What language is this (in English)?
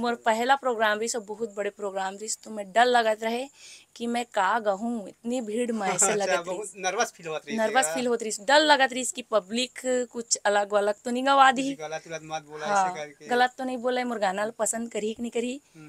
Chhattisgarhi